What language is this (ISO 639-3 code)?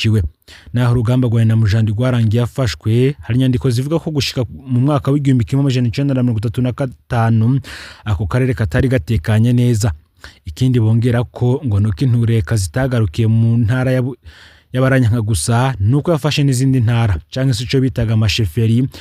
run